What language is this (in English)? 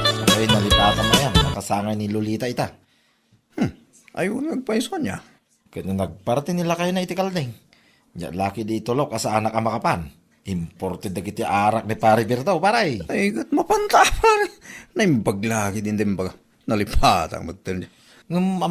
Iloko